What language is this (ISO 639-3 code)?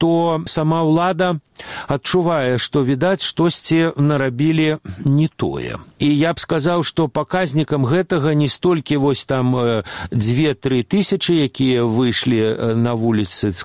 bel